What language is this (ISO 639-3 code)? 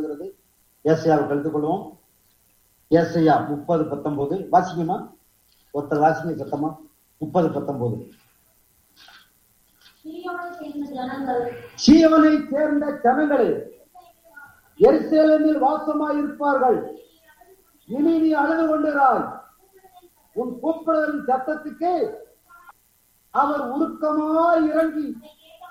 tam